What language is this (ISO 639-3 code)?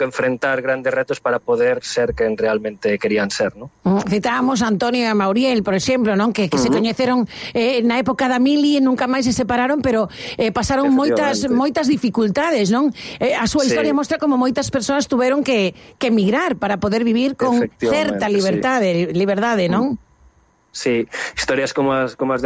glg